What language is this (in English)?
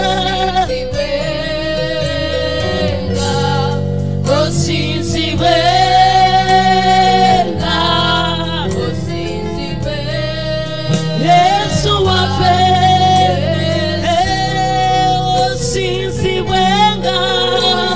Ganda